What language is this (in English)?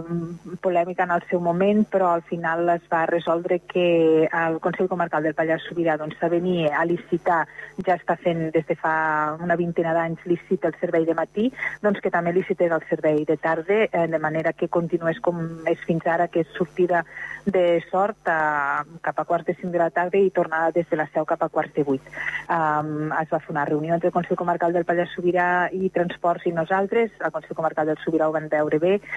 Catalan